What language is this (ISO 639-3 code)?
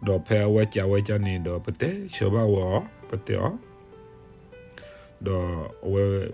ksw